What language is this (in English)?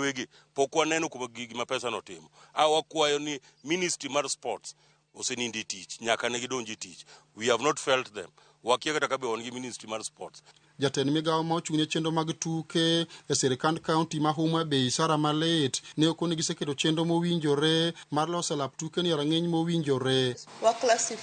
Luo (Kenya and Tanzania)